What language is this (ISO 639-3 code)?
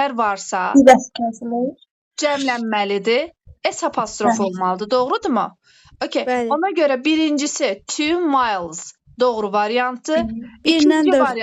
aze